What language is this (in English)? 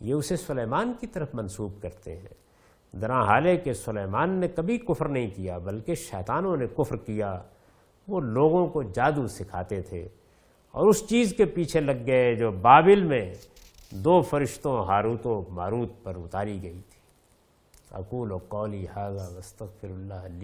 Urdu